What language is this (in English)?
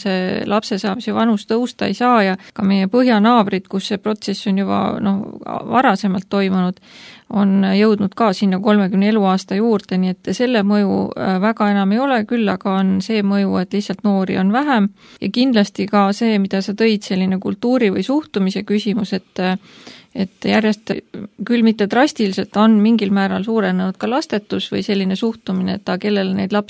Estonian